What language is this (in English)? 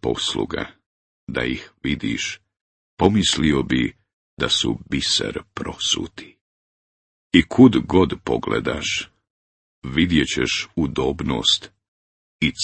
Bosnian